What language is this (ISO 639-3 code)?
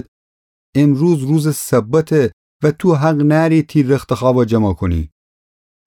glk